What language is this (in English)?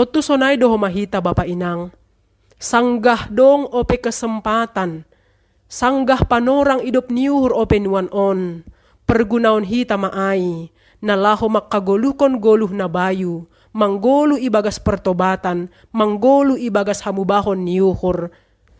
Batak Simalungun